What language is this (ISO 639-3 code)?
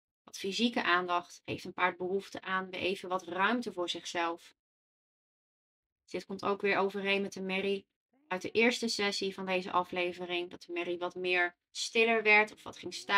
nld